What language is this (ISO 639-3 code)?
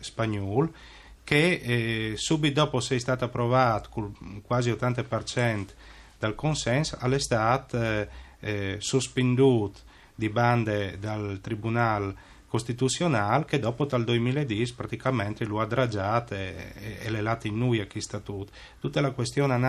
fur